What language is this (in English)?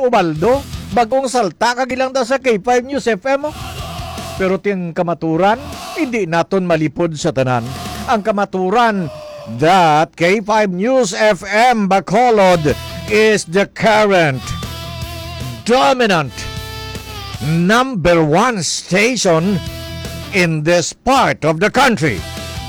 Hiligaynon